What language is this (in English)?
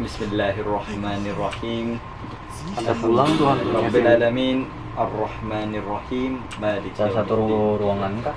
Banjar